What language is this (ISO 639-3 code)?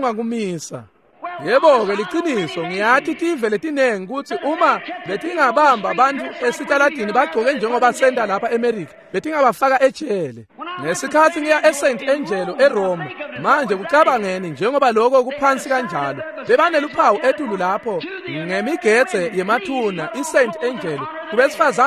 ssw